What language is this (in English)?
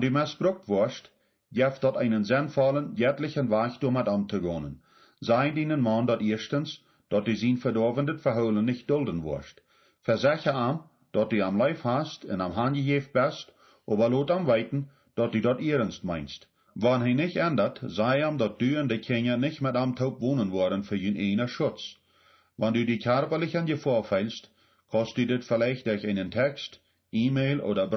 Plautdietsch